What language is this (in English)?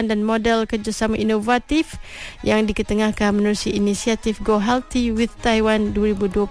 Malay